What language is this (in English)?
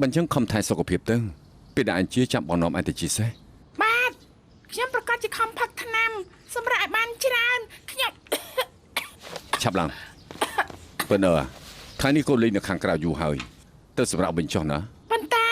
Khmer